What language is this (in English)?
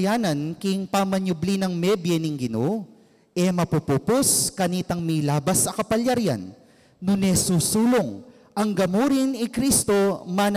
Pampanga